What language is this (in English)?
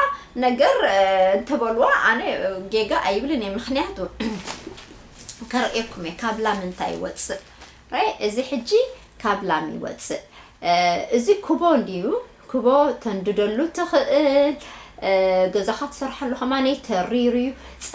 Tigrinya